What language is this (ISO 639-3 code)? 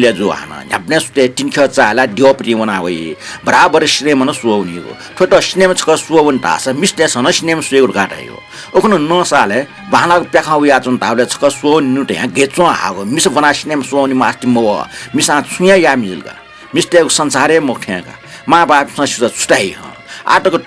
new